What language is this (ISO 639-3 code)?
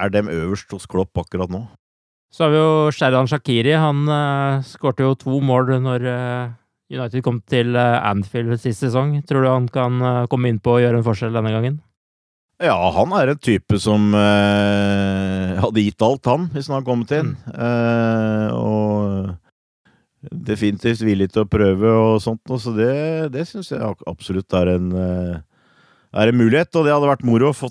nor